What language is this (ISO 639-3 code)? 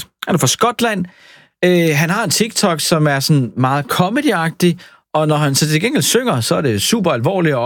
dan